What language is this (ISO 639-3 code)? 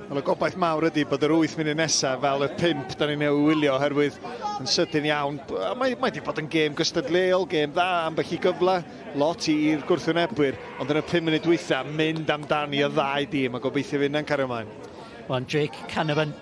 cym